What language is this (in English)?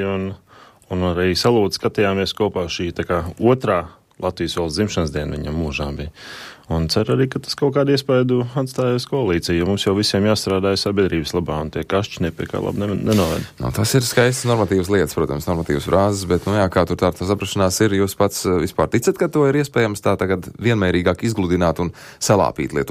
Latvian